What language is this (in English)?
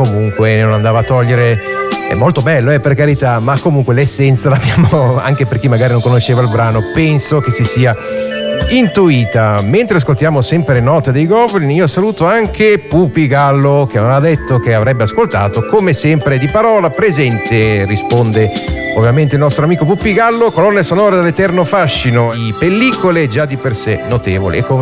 Italian